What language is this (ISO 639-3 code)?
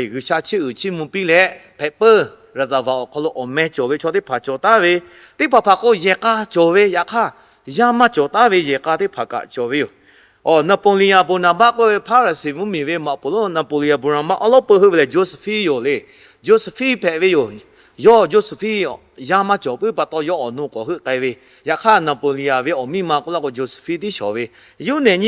lhu